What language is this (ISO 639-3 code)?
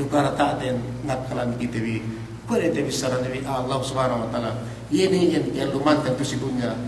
yka